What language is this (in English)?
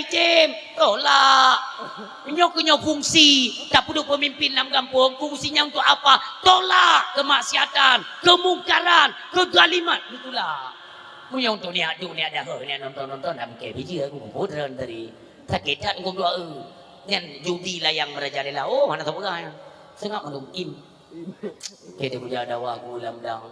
Achinese